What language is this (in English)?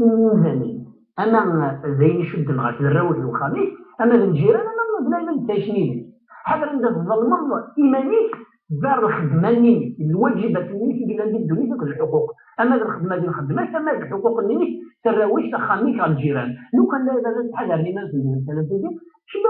Kabyle